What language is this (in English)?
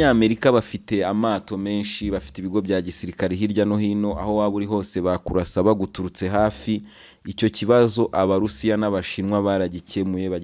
Kinyarwanda